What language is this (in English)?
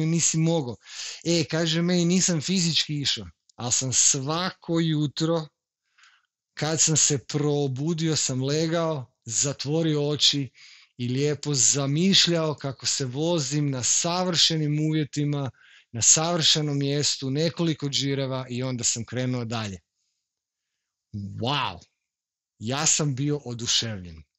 Croatian